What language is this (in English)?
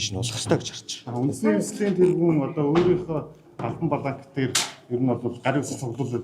Mongolian